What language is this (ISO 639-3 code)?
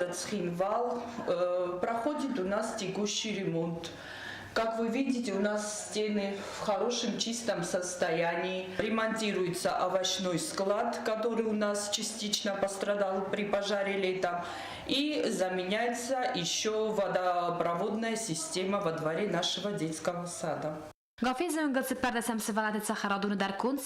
oss